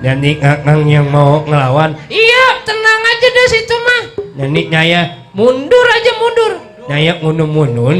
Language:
Betawi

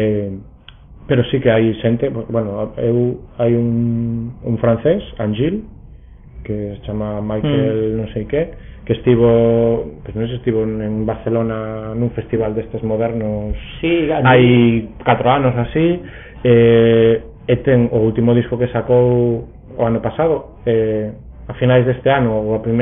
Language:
Galician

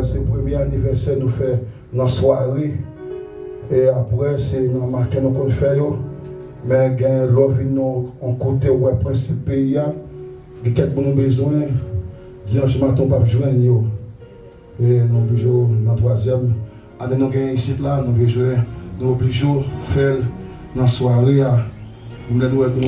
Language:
Haitian Creole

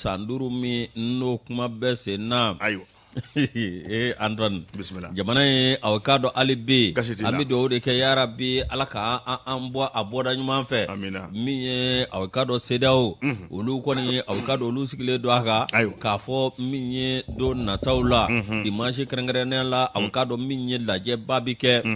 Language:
Bambara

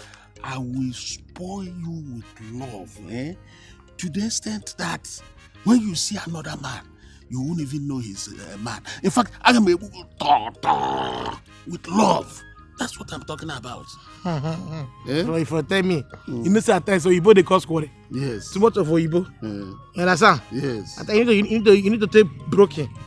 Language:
Nigerian Pidgin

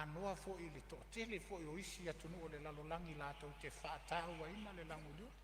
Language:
Samoan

